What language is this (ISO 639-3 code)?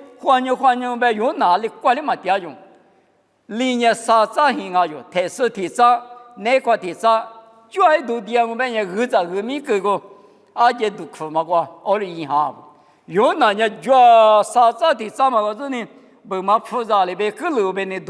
lis